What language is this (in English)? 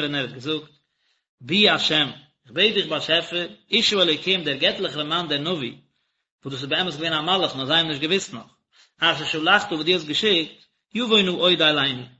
Yiddish